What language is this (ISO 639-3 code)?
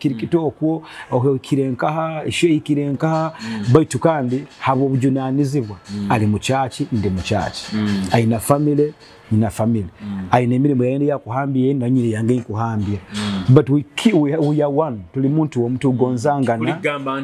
nyo